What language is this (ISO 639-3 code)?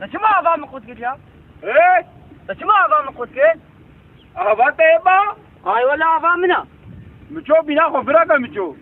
kur